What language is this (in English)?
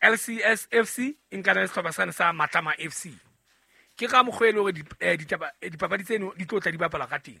Southern Sotho